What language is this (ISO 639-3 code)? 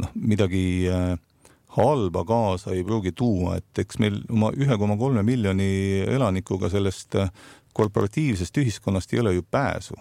est